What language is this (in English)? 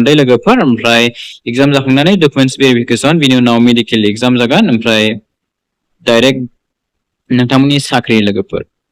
Bodo